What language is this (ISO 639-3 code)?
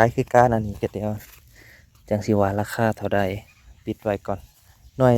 tts